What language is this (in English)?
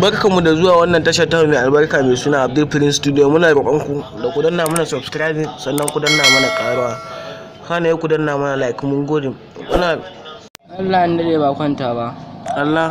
Hausa